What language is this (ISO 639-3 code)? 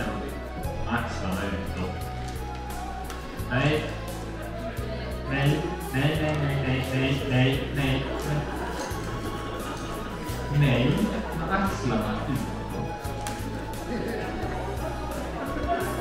swe